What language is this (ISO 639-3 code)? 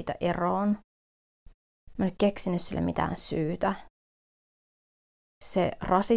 fin